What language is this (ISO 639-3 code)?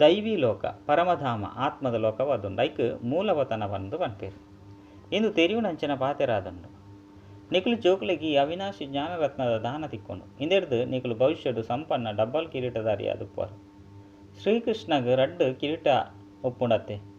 tcy